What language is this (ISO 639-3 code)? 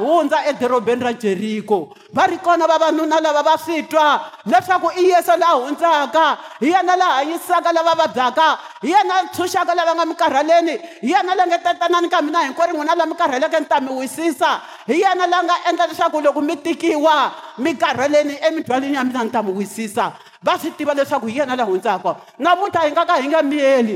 tso